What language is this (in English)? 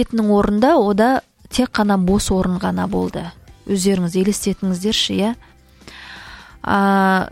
Kazakh